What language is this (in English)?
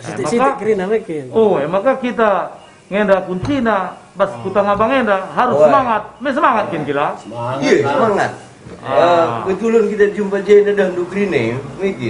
Batak Karo